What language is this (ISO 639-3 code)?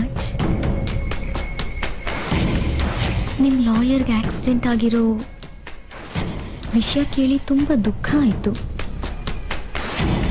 kan